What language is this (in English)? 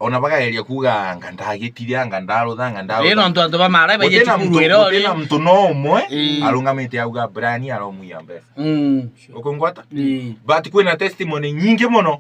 Meru